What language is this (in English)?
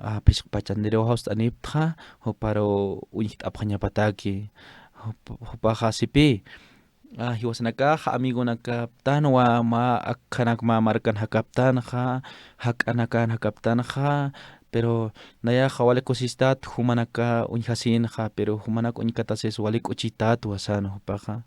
Aymara